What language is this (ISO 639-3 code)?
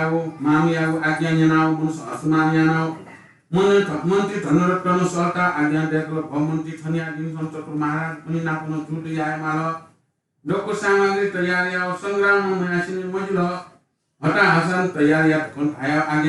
new